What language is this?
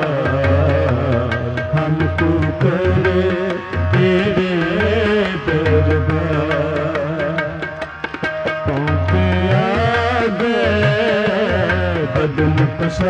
Hindi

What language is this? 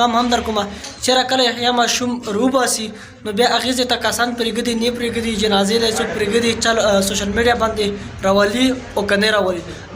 Pashto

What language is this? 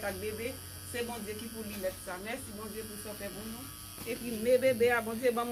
Haitian Creole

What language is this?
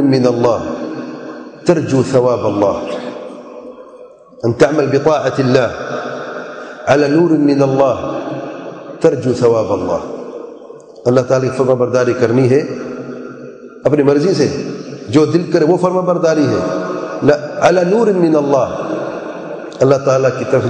Urdu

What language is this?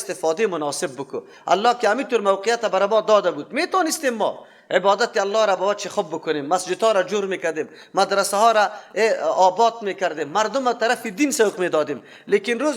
Persian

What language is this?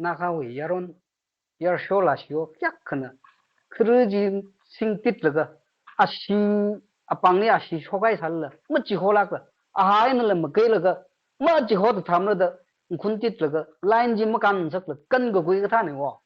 Tangkhul Naga (India)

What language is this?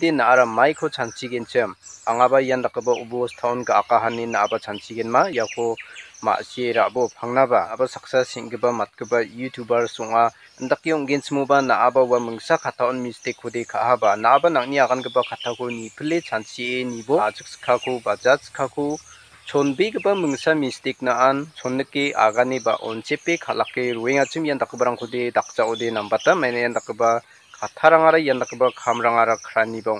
Garo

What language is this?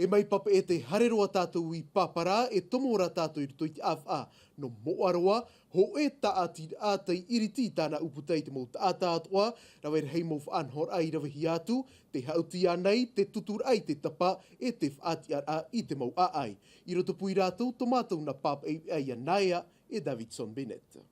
Tahitian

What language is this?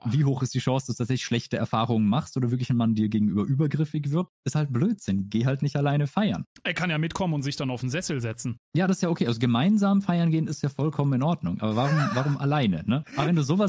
German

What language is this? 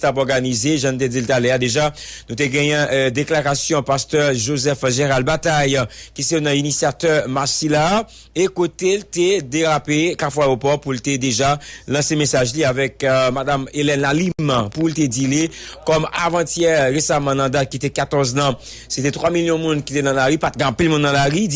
Haitian Creole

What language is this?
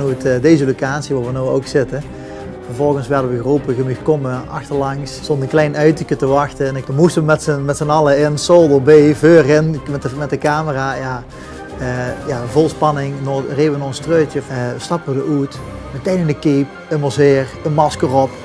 Limburgish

